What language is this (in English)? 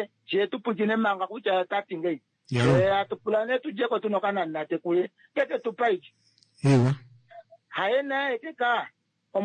Kuanyama